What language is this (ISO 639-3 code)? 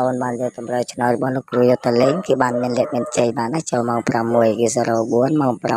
khm